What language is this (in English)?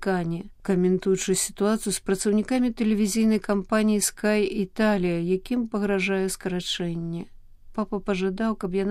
Belarusian